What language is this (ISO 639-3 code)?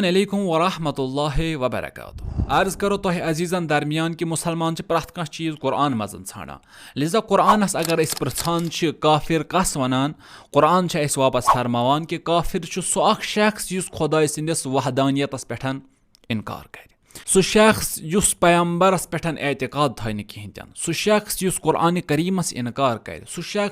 kas